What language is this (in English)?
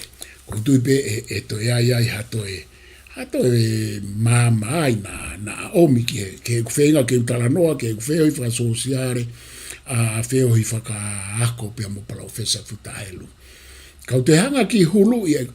Tongan